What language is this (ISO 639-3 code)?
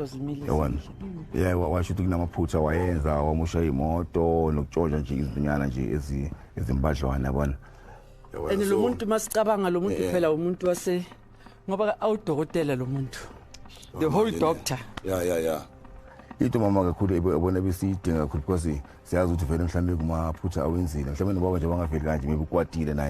zul